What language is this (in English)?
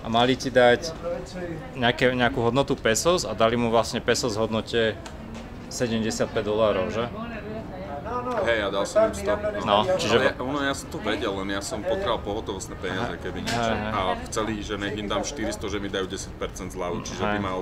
Slovak